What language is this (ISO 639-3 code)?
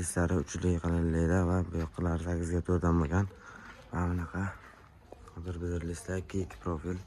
uzb